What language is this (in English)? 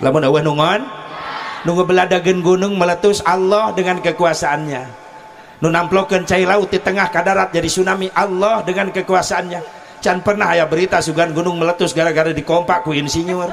Sundanese